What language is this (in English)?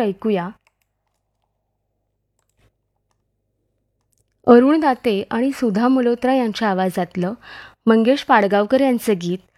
Marathi